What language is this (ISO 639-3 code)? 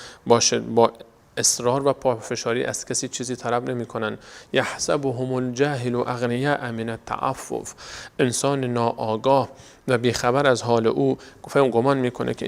fas